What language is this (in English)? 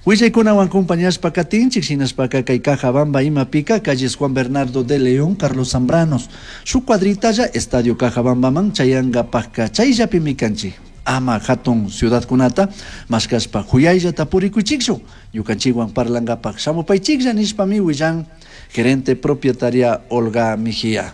Chimborazo Highland Quichua